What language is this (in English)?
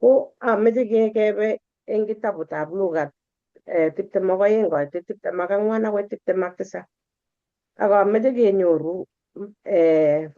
Kalenjin